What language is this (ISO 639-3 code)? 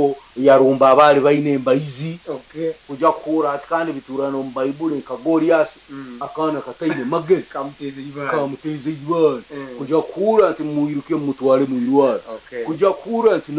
nyn